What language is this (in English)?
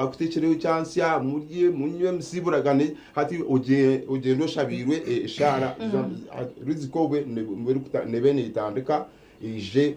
Nyankole